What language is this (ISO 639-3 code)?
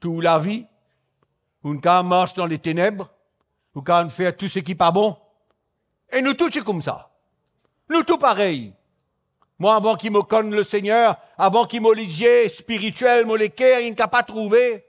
mfe